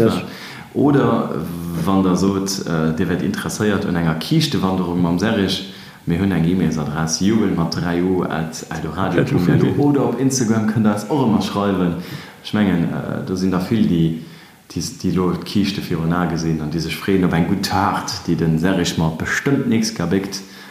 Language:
Luxembourgish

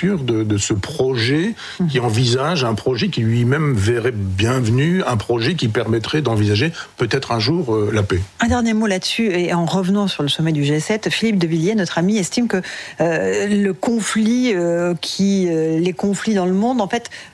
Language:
French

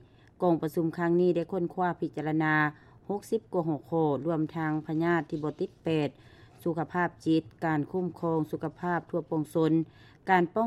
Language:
Lao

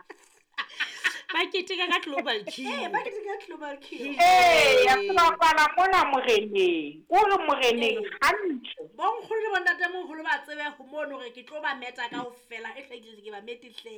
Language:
Southern Sotho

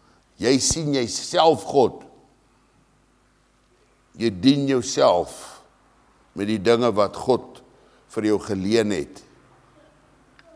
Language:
Afrikaans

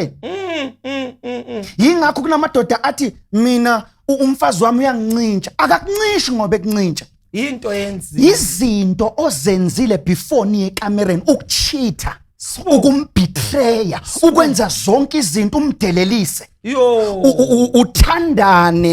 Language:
Zulu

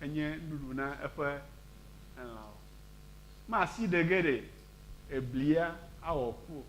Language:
Ewe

